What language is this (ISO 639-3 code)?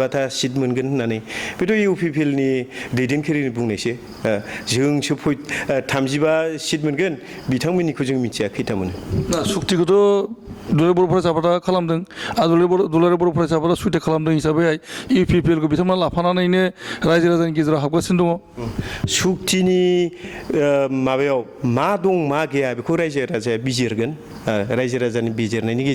brx